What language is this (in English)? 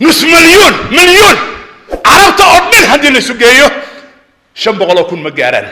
Somali